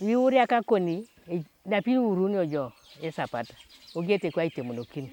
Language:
Teso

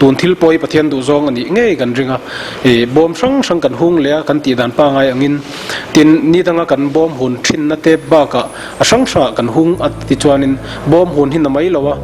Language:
Mizo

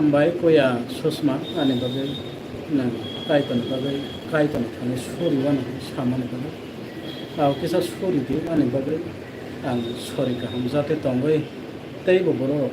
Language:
Kok Borok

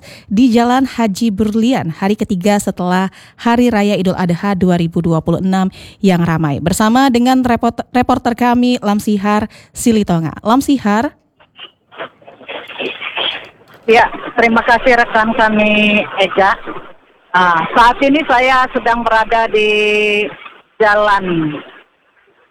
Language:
Indonesian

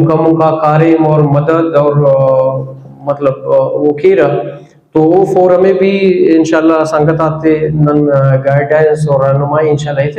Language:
Brahui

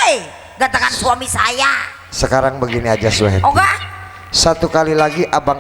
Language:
Betawi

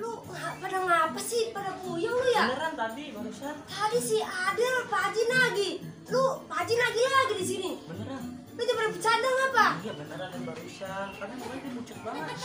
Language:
Betawi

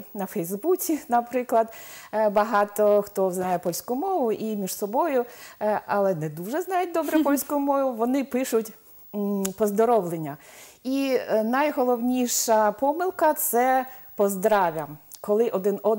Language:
Ukrainian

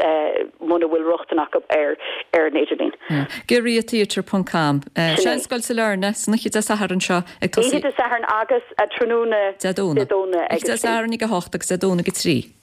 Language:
Irish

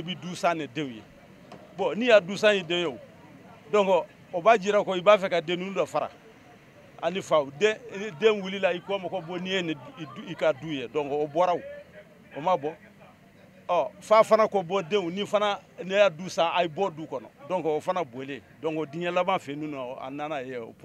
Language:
Bambara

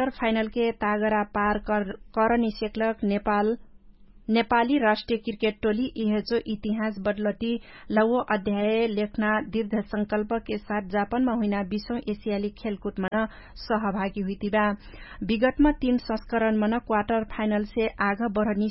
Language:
Dangaura Tharu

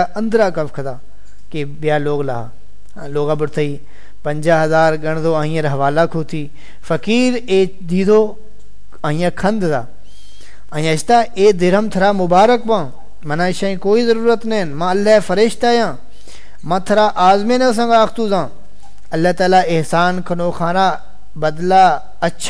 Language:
Saraiki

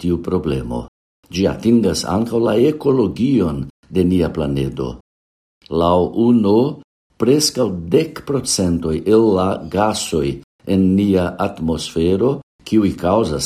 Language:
Esperanto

